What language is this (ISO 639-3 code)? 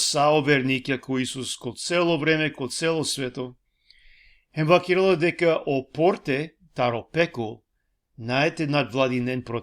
rmn